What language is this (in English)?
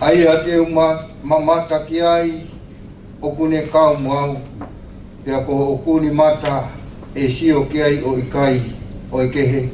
Tongan